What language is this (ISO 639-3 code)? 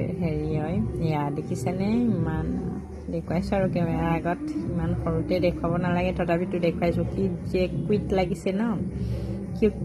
asm